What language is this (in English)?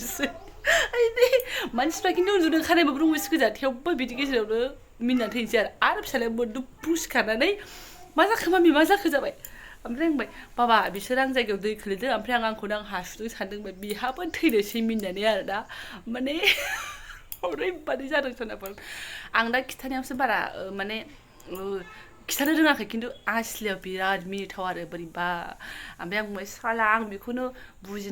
Bodo